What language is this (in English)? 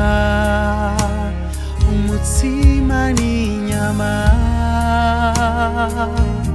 Kinyarwanda